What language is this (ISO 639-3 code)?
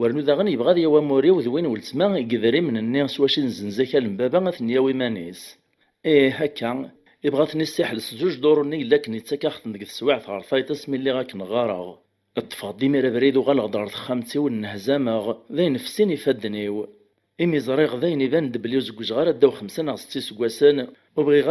kab